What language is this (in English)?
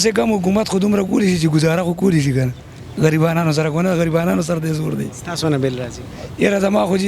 Pashto